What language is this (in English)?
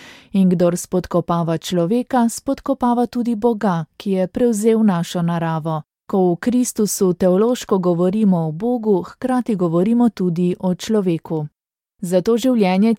Slovenian